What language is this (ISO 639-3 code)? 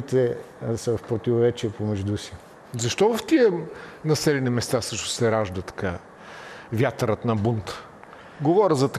bul